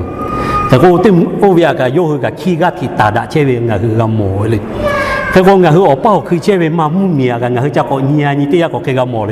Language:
Lahu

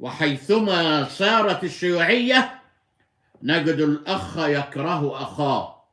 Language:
Egyptian Arabic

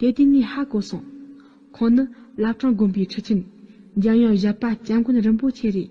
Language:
Tibetan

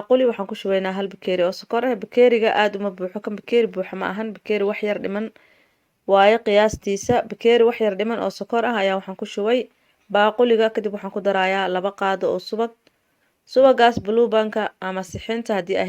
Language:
Somali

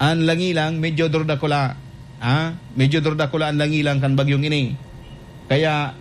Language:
Bikol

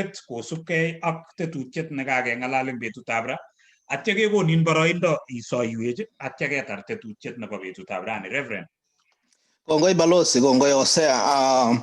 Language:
Kalenjin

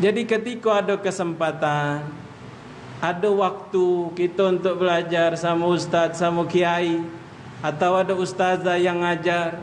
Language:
Musi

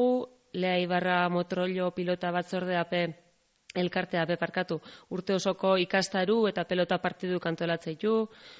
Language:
Basque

